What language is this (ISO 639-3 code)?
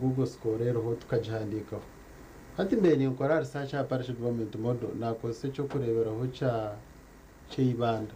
nyn